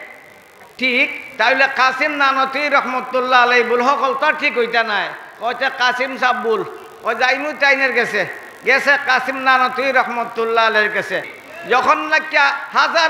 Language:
Sylheti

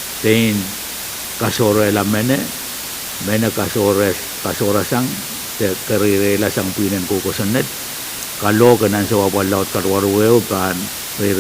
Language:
Pohnpeian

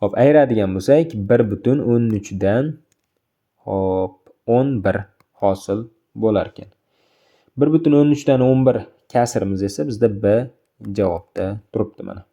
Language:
Uzbek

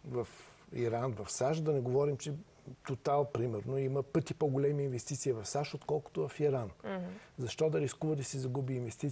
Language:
Bulgarian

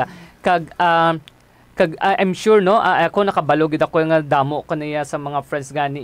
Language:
Hiligaynon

